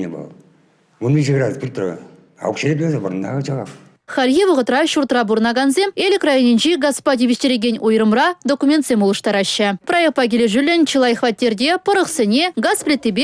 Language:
Chuvash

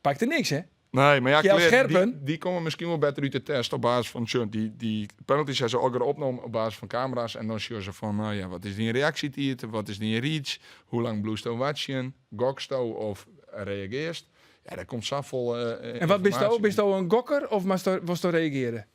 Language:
Western Frisian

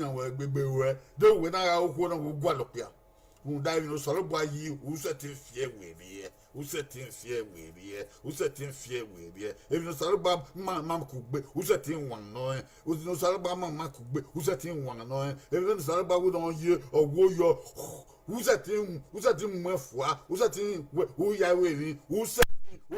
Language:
Bini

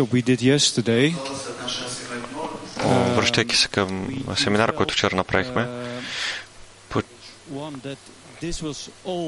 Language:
Bulgarian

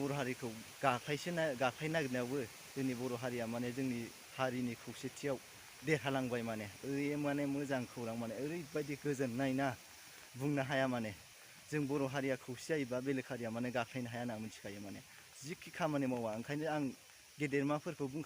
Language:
Bodo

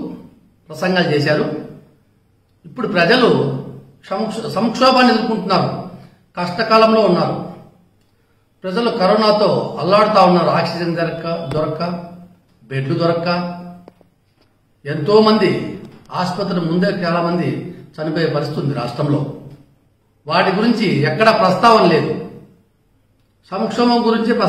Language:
Telugu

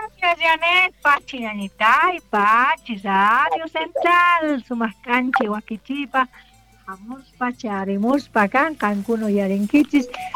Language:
South Bolivian Quechua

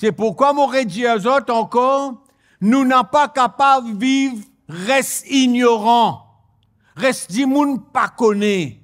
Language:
Morisyen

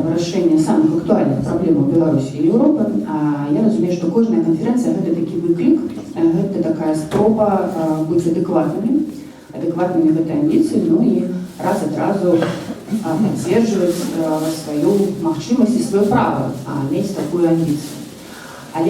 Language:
Belarusian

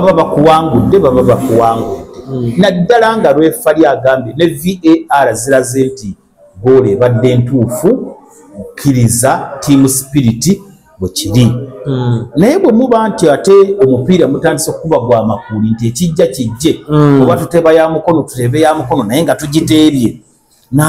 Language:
Ganda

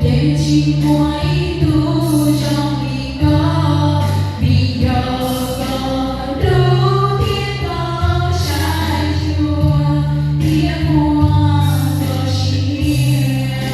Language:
Hmong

